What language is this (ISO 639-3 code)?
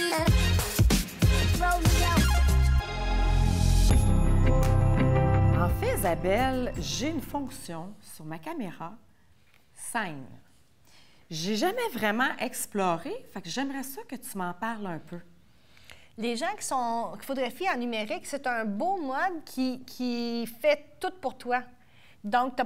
fra